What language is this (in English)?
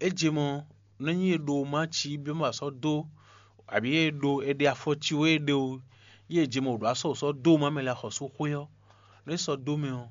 Fon